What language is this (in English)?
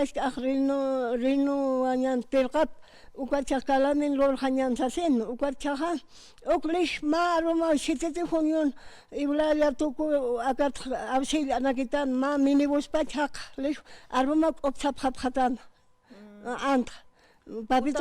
Aymara